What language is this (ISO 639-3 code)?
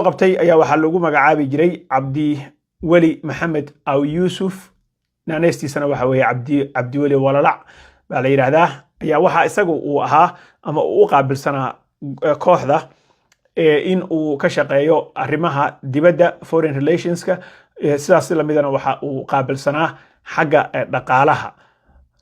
som